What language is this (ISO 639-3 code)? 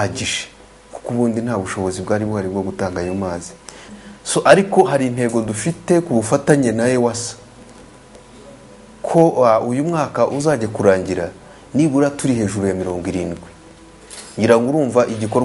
kin